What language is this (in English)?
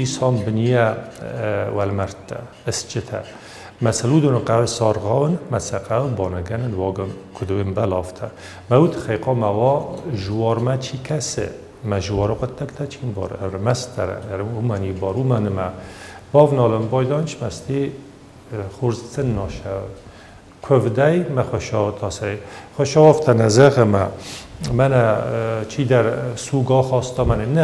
Ossetic